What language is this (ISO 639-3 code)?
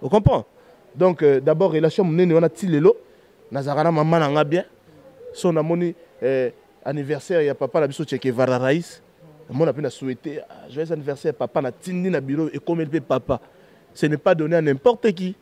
lin